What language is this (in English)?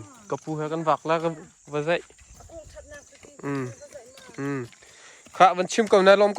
Hakha Chin